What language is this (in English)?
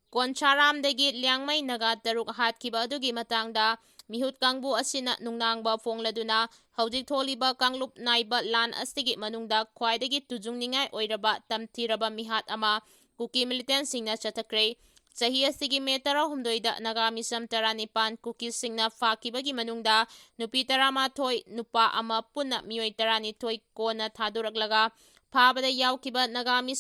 Manipuri